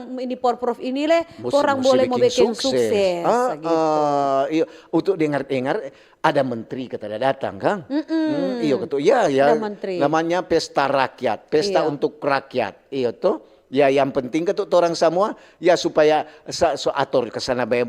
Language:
Manado Malay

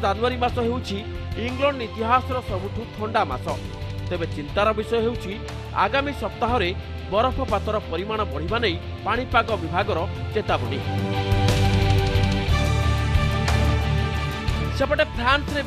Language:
Odia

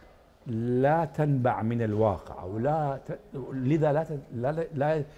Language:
Mesopotamian Arabic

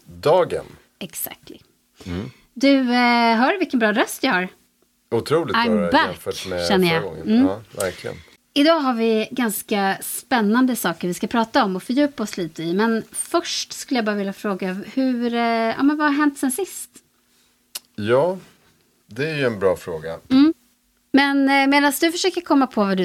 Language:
Swedish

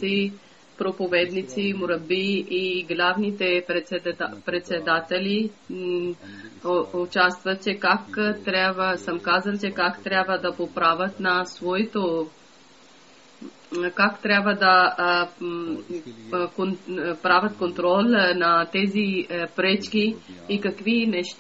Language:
Bulgarian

